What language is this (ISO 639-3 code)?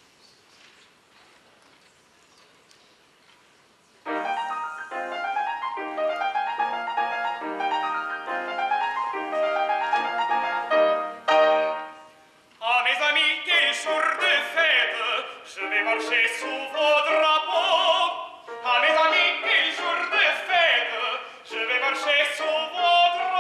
fra